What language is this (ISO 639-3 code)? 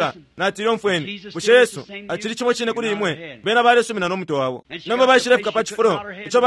bem